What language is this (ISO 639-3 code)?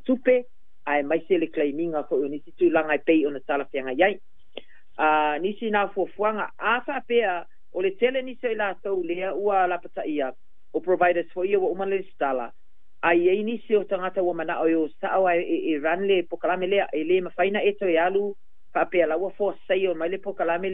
smo